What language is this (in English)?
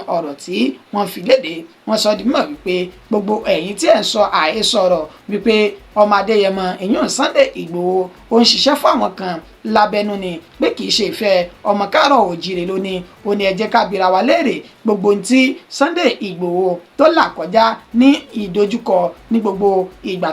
Yoruba